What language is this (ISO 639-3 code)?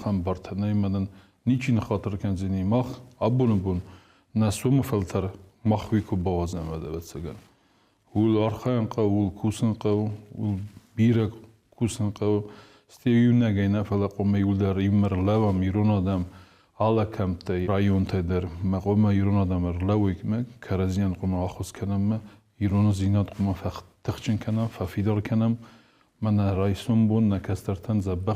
oss